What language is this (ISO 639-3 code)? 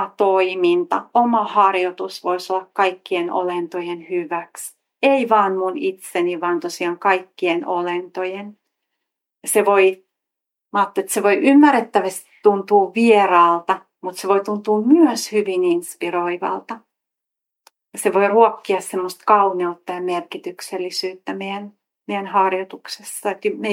fin